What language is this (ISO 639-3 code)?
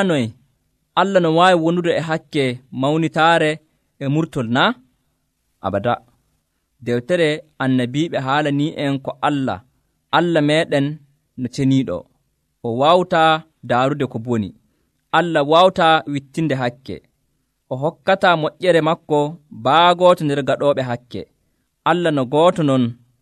fuv